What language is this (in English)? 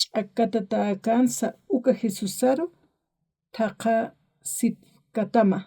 Aymara